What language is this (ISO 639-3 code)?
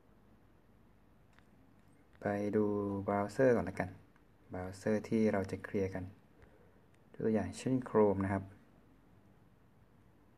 tha